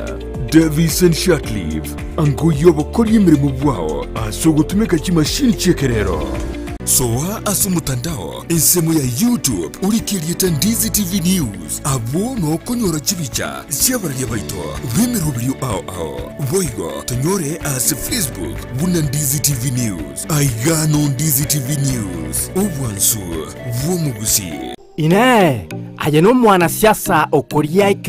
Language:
Gusii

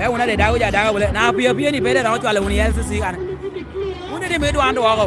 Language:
Lango (Uganda)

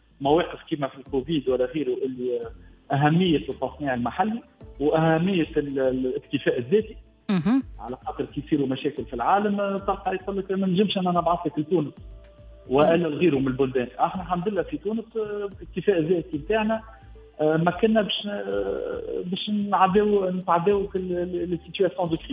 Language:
Tunisian Arabic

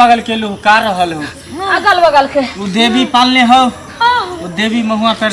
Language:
Maithili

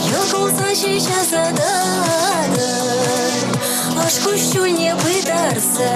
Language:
Chuvash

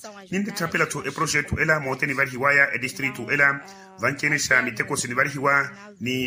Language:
Makhuwa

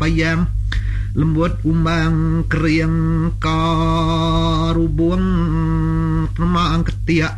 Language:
Iban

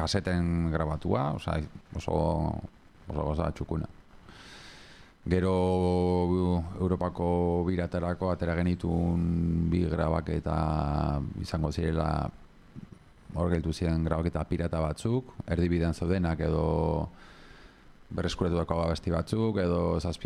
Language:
Basque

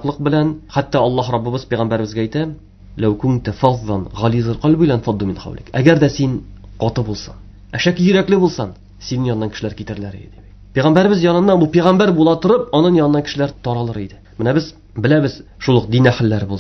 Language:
Tatar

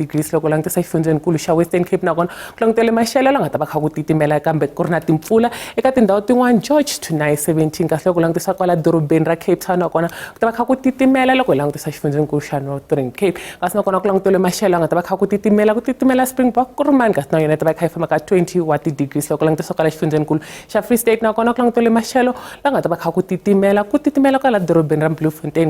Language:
Tsonga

